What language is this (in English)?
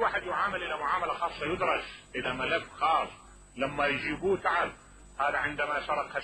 Mesopotamian Arabic